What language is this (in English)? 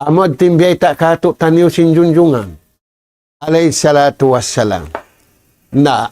Tausug